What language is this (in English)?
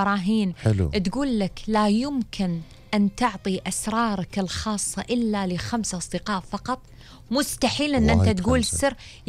Gulf Arabic